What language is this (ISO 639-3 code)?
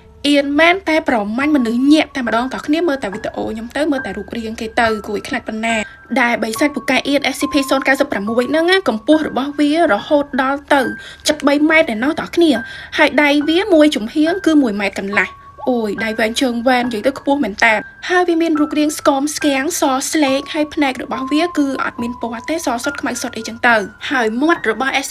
khm